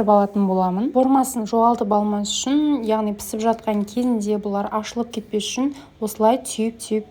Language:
Kazakh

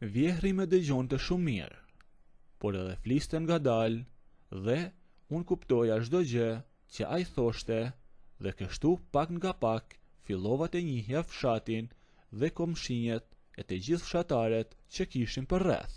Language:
Albanian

